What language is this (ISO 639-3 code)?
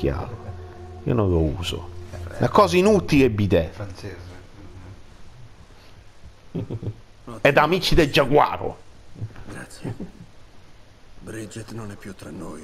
ita